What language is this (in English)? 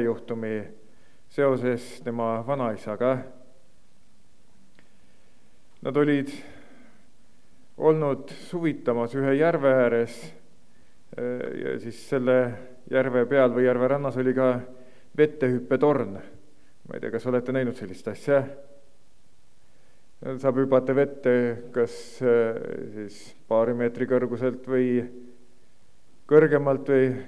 Estonian